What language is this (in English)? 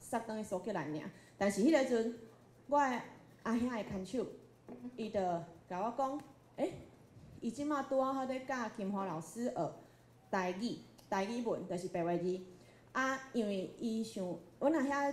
Min Nan Chinese